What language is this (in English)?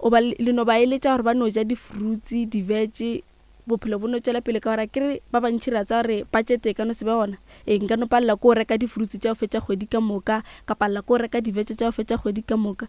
Northern Sotho